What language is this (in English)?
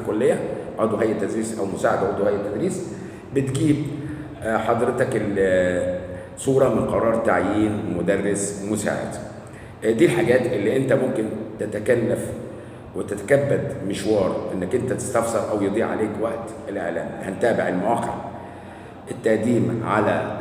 Egyptian Arabic